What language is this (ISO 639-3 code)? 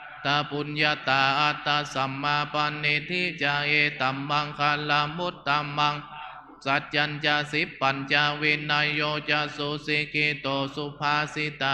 pli